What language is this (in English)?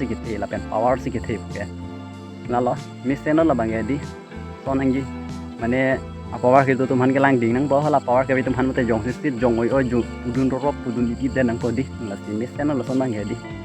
Karbi